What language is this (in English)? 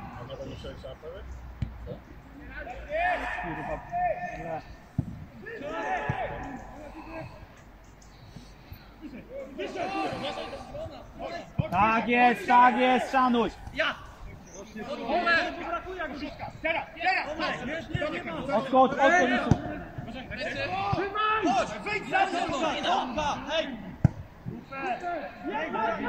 Polish